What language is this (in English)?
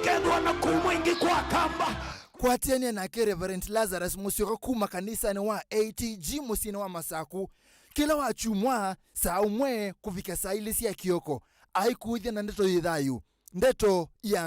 Kamba